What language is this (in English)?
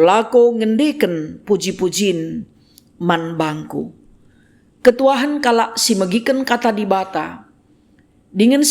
Batak Karo